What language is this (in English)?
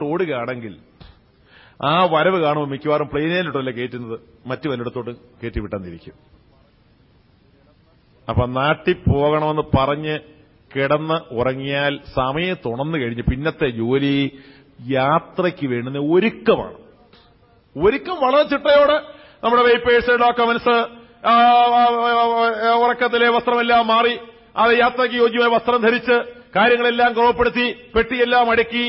Malayalam